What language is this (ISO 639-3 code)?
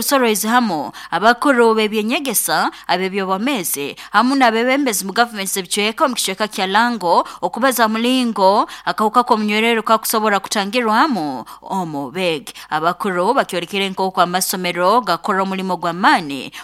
nyo